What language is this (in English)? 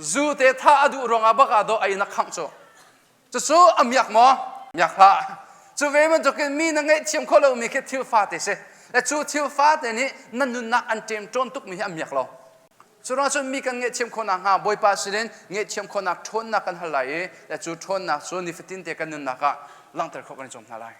Hakha Chin